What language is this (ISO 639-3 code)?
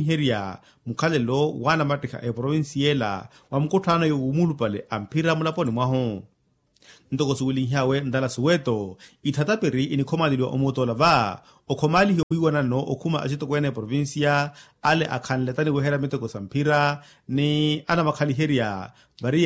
vmw